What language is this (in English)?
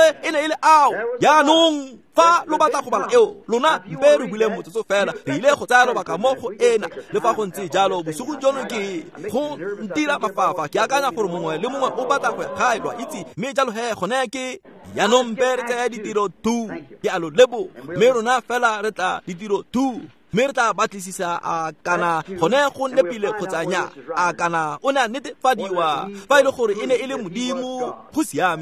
Tswana